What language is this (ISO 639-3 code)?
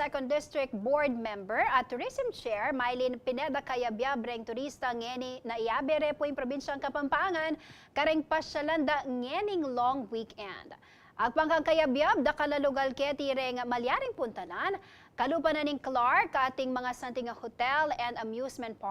pam